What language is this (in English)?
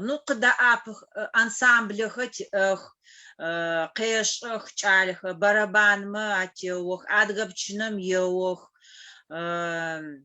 Adyghe